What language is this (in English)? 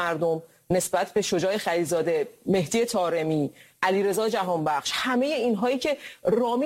Persian